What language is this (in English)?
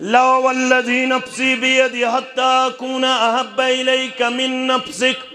Kashmiri